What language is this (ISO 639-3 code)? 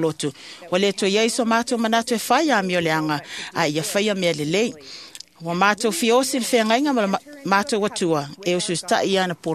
smo